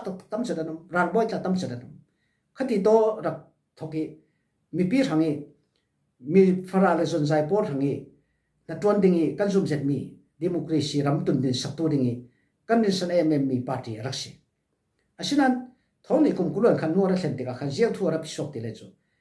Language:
Falam Chin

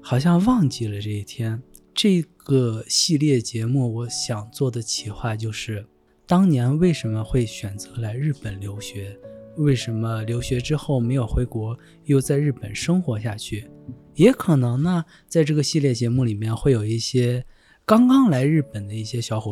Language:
Chinese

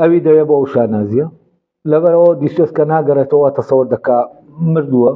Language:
Central Kurdish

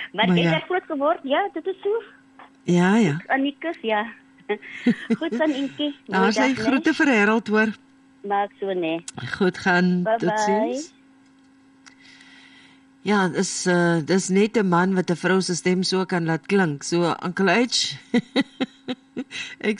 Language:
Afrikaans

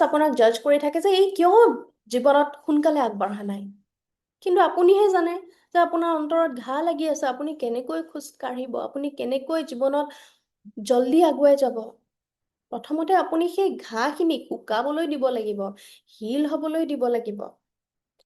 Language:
Assamese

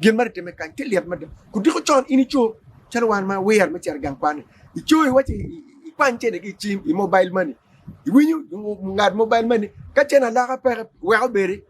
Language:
Acoli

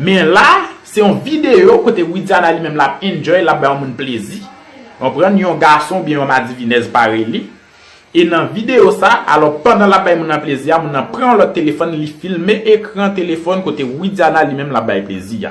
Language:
Haitian Creole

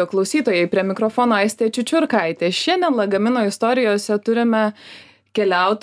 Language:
Lithuanian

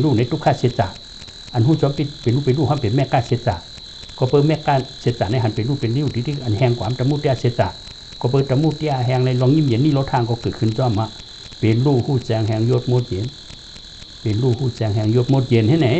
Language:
Shan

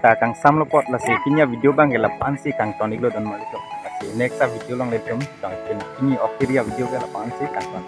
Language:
Karbi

